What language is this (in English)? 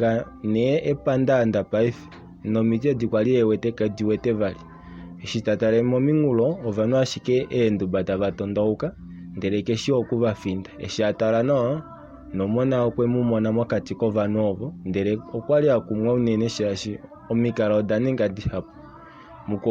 Kuanyama